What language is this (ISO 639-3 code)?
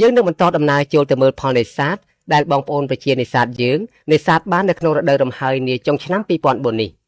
khm